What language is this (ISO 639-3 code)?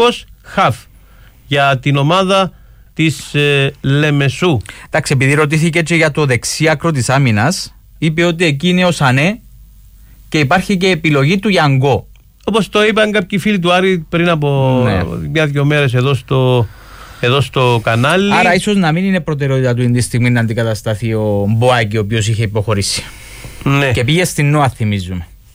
ell